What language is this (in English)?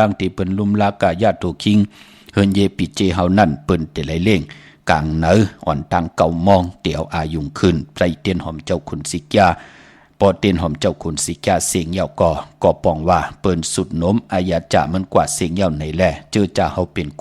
Shan